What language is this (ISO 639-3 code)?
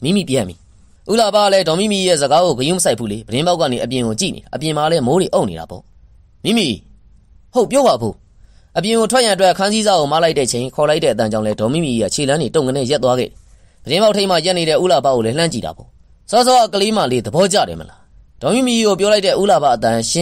mya